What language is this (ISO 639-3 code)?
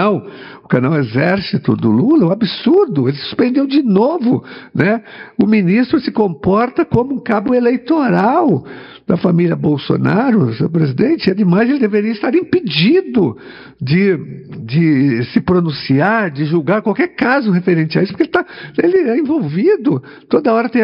por